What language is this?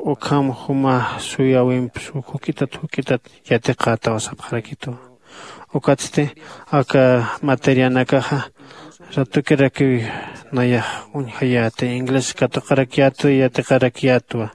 Aymara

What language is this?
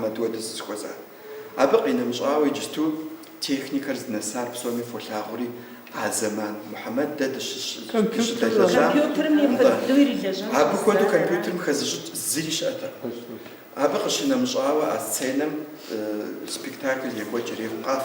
Kabardian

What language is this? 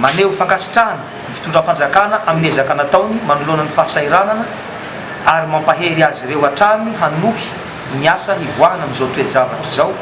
Malagasy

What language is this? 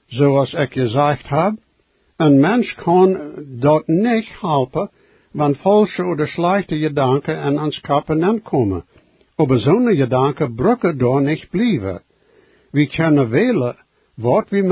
Plautdietsch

